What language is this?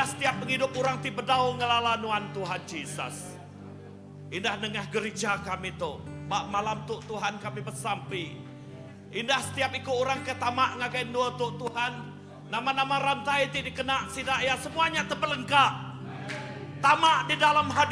Iban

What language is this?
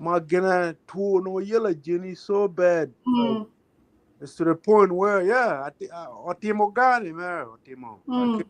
Acoli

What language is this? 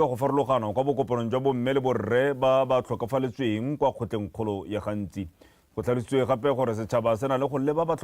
Tswana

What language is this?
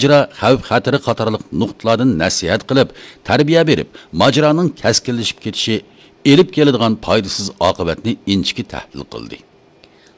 Uyghur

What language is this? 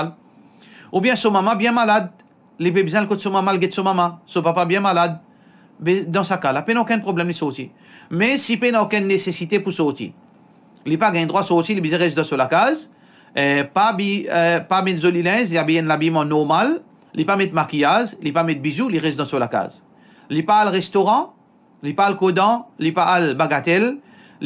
Morisyen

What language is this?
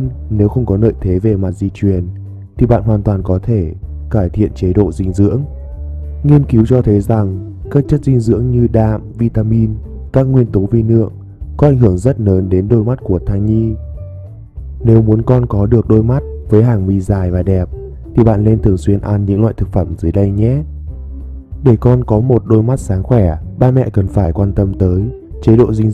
Vietnamese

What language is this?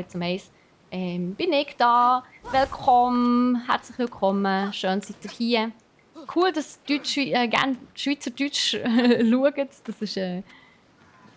Swiss German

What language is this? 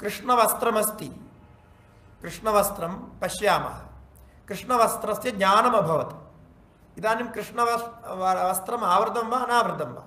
Sanskrit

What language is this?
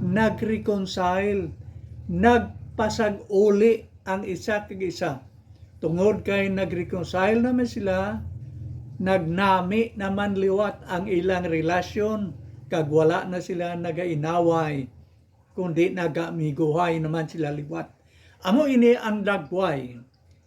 Hiligaynon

